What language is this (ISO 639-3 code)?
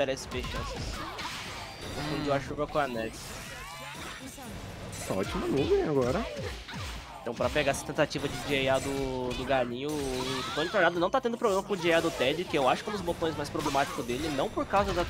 por